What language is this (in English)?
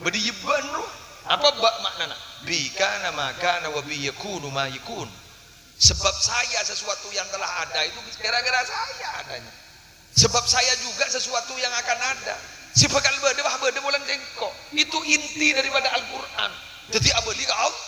Madurese